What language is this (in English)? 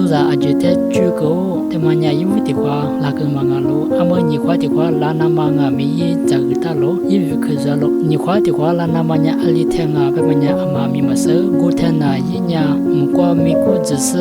Lisu